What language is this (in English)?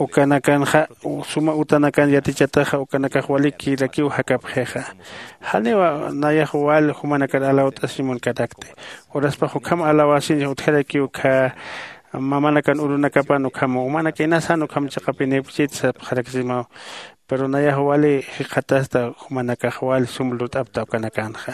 Aymara